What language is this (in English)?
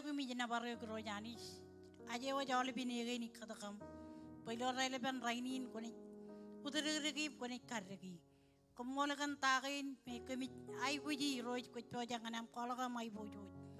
Marshallese